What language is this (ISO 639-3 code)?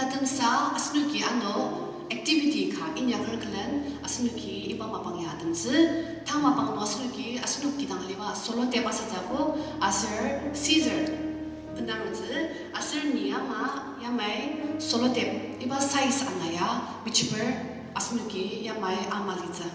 njo